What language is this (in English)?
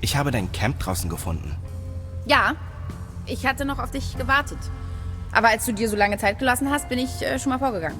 Bavarian